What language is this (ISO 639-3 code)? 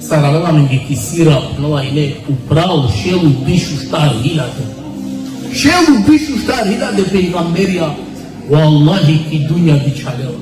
rmn